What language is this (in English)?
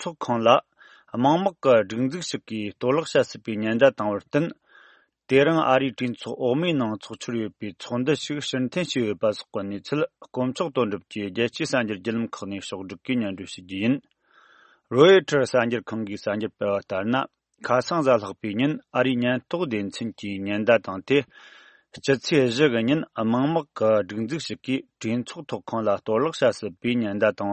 Tibetan